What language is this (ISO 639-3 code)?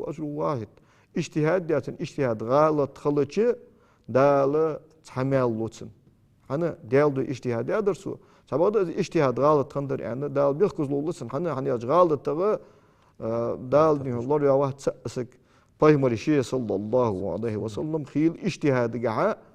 inh